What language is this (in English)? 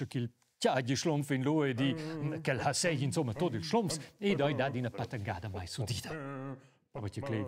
Romansh